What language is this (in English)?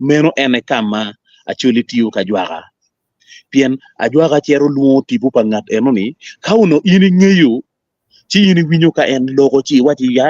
Acoli